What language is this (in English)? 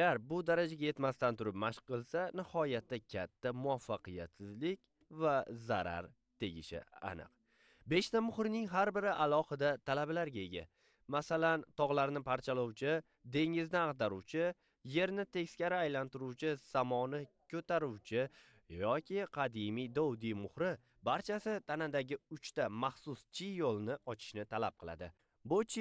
Uzbek